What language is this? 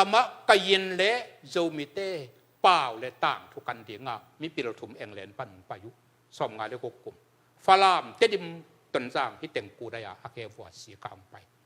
Tedim Chin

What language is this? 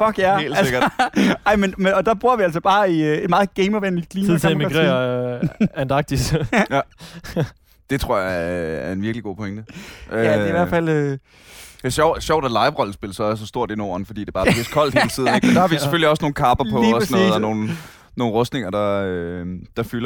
Danish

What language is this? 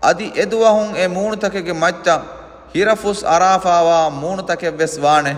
Divehi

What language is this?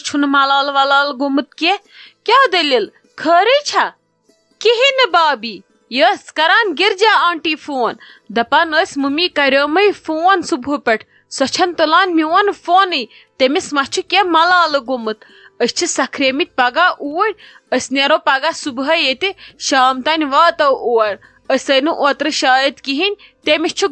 Kashmiri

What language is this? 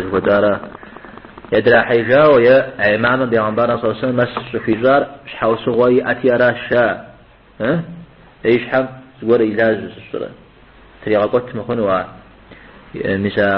Kabardian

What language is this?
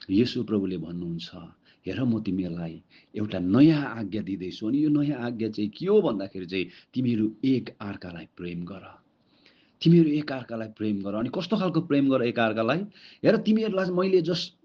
Nepali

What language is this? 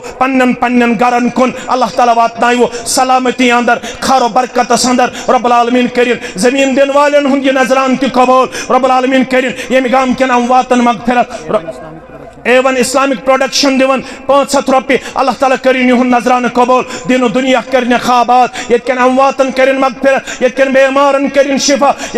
Kashmiri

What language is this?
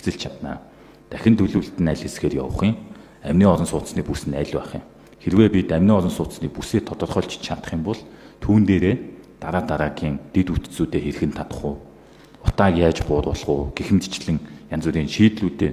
Mongolian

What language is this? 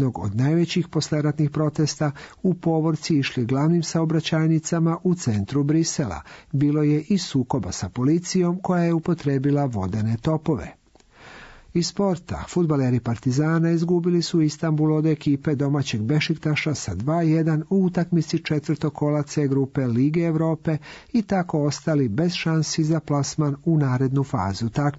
Serbian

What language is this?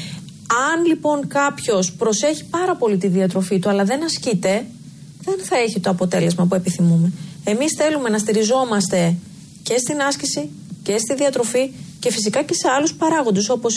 Greek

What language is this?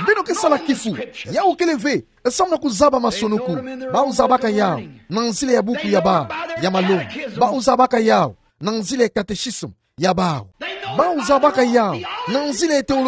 Kituba (Democratic Republic of Congo)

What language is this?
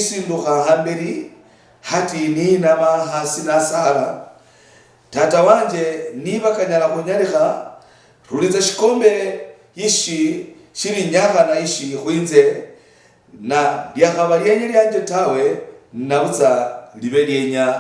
Luyia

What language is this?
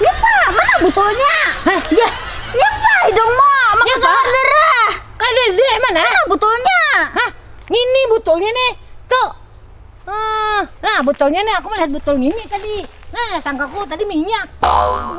Banjar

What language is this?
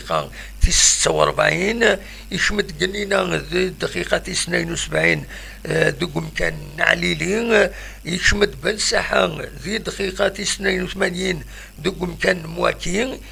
Kabyle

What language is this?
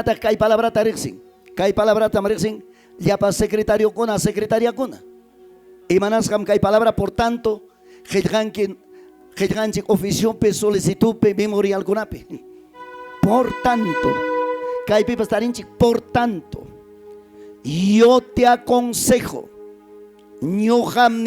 Ayacucho Quechua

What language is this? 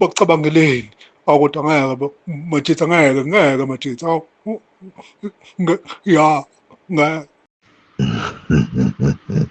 Zulu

